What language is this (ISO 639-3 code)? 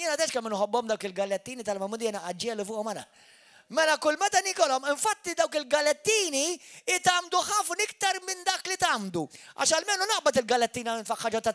mlt